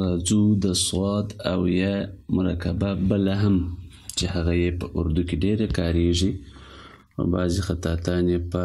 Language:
Pashto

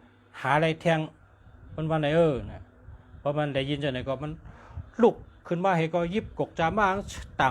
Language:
Shan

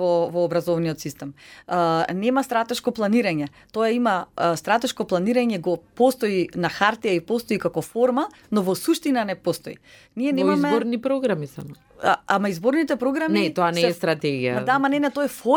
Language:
Macedonian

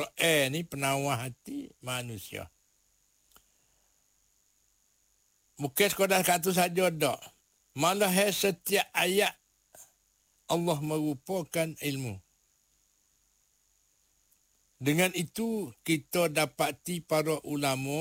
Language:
Malay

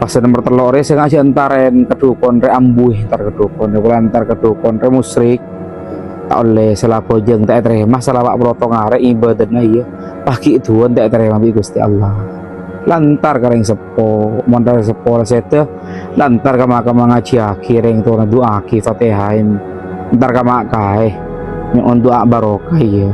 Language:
Madurese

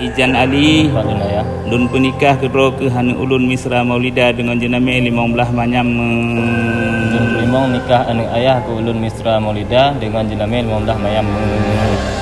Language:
Achinese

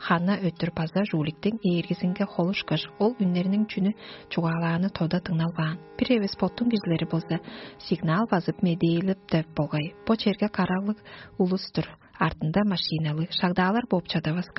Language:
Tuvinian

